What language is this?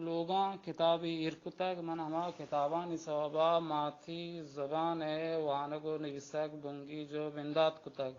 Baluchi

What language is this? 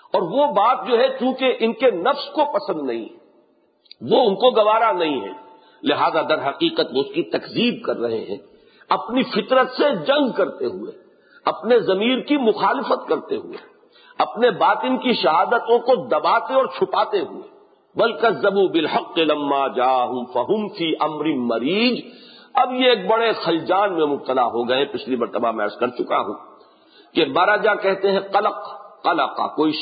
Urdu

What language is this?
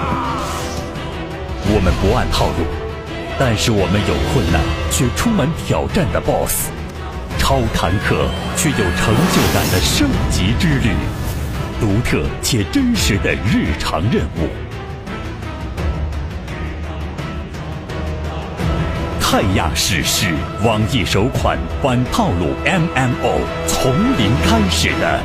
Chinese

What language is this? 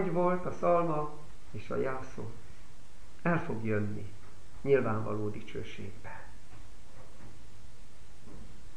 Hungarian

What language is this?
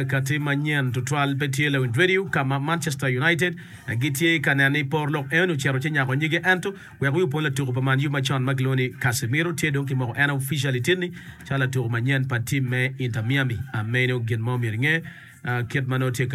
Acoli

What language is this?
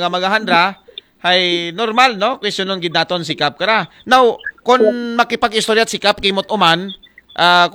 Aklanon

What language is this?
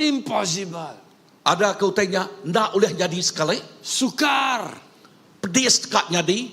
Iban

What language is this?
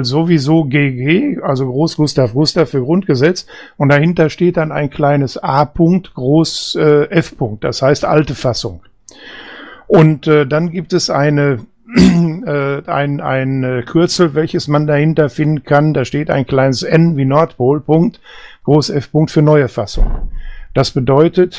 German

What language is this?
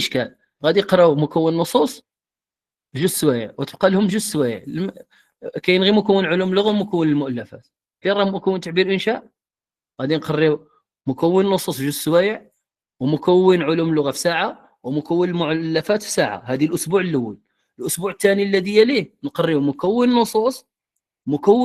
Moroccan Arabic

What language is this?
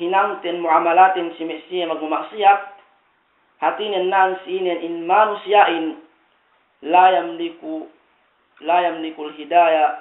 Yakan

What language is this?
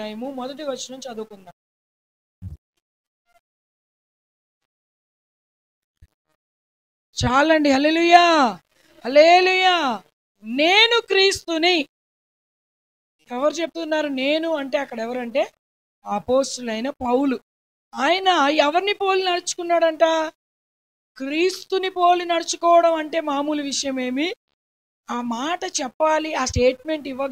Telugu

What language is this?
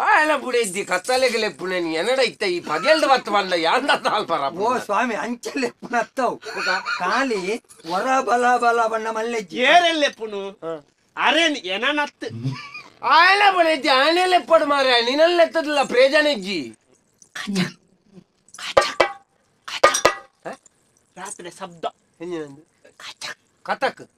Tulu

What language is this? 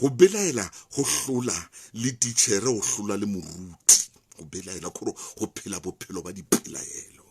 Southern Sotho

